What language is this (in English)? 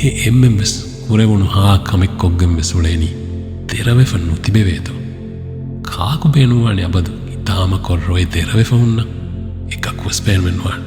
Divehi